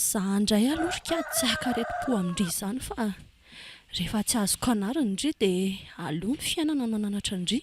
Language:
Malagasy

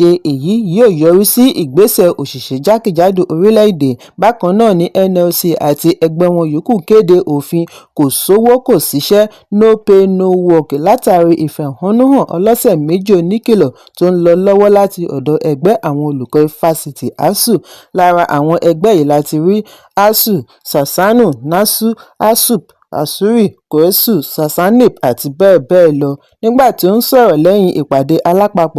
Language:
Yoruba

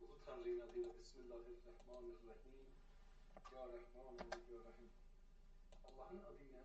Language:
South Azerbaijani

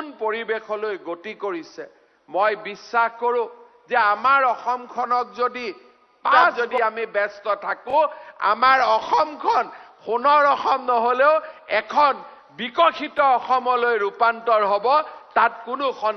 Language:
Assamese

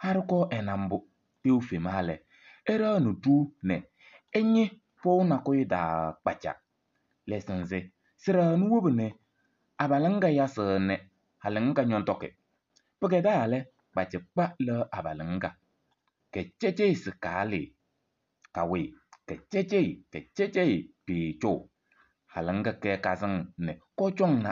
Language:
Kabiyè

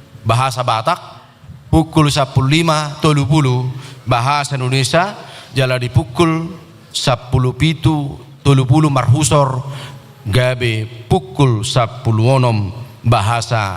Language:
Batak Toba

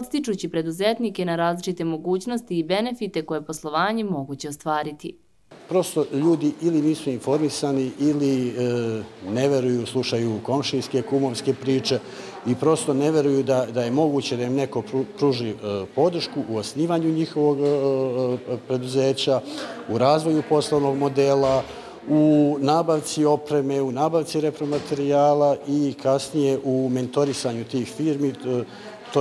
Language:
Serbian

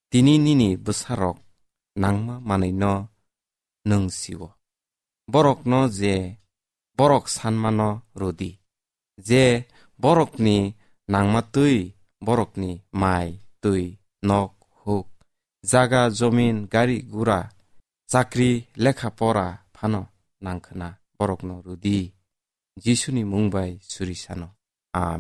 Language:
Kok Borok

